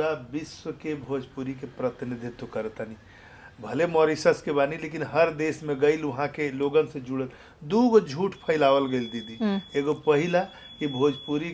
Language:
Bhojpuri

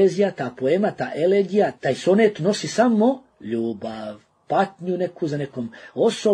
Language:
Bosnian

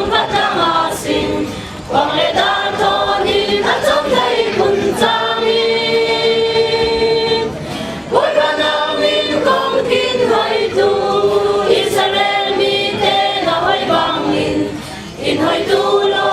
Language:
Falam Chin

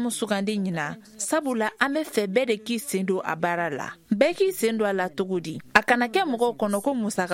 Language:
Bambara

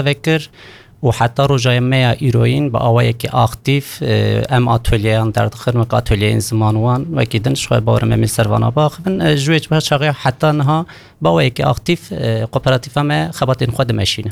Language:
Kurdish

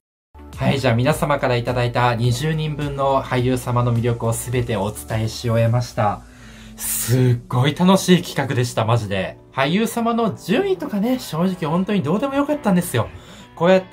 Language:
Japanese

